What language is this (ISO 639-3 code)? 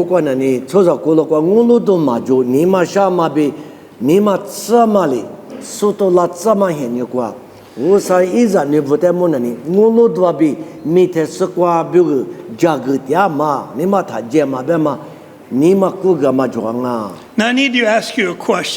lis